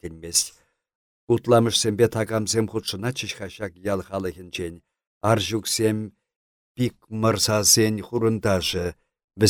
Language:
Chuvash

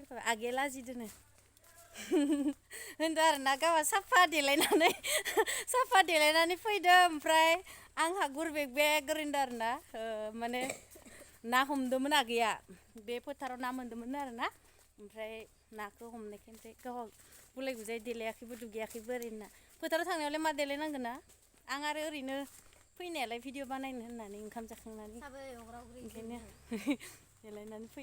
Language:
Bodo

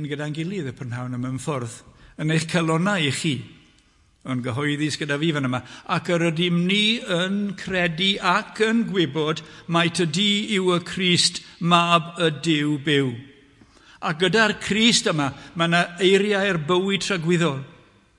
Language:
Welsh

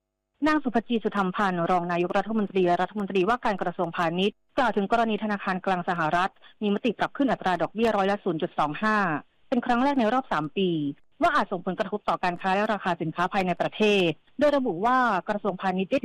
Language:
Thai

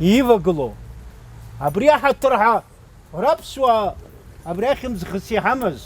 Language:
Abkhazian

